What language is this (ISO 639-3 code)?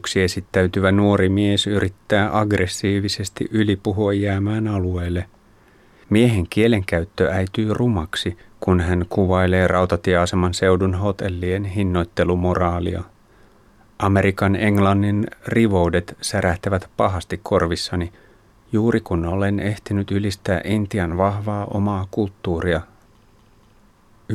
fin